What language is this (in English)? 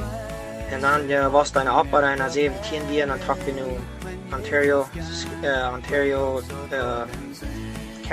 Plautdietsch